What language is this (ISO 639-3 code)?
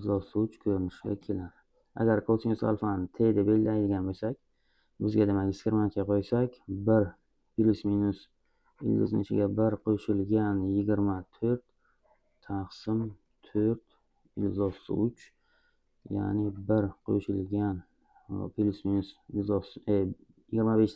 uzb